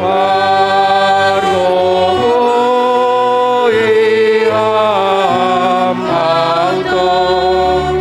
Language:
Batak Simalungun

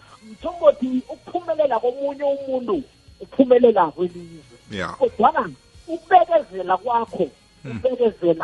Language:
South Ndebele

